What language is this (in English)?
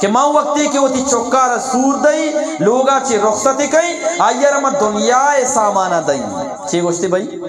Eastern Balochi